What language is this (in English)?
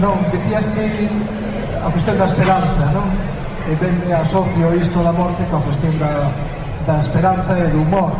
Galician